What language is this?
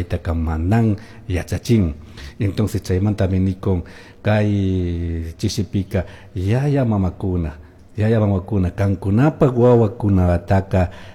Chimborazo Highland Quichua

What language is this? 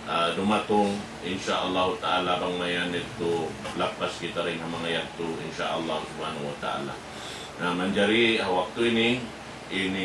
Tausug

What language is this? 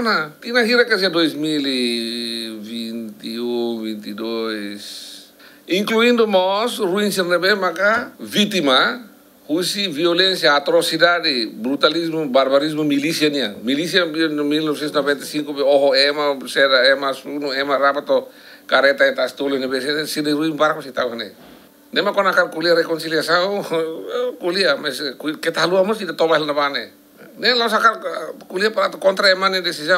Tetum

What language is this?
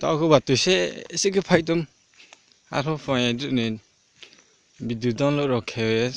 Riang (India)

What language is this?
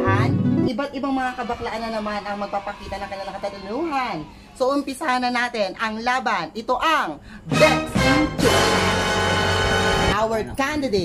Filipino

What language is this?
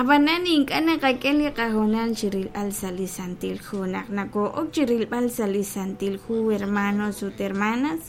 Kekchí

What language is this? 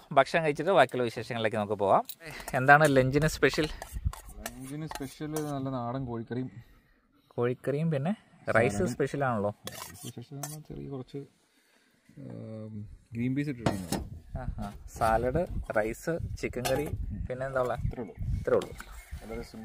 Malayalam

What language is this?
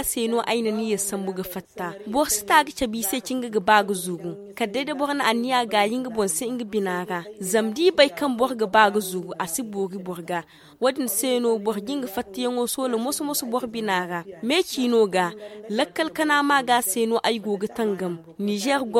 Zarma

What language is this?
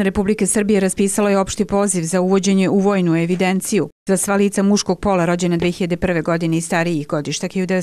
Serbian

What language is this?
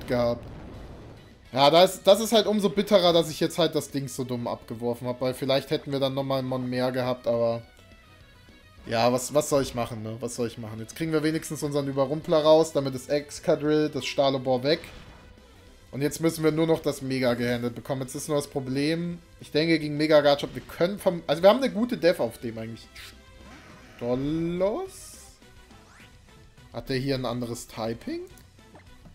German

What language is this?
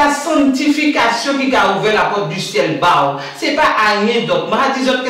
Guadeloupean Creole French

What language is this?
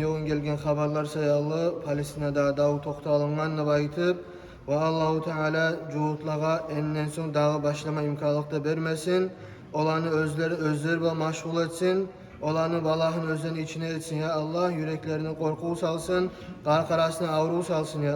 Kumyk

